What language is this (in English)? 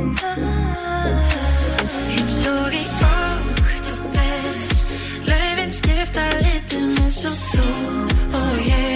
Icelandic